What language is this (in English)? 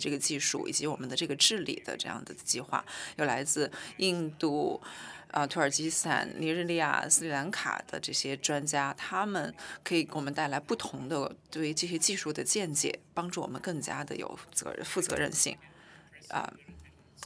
Chinese